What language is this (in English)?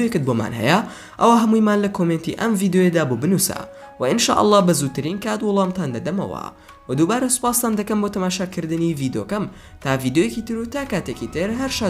Central Kurdish